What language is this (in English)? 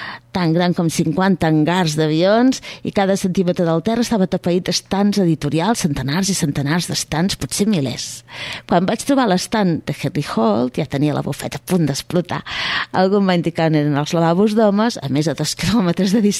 Catalan